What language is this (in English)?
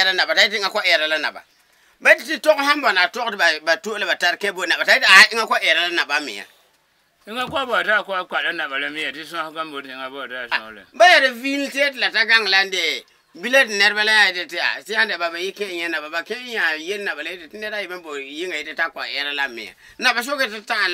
Frafra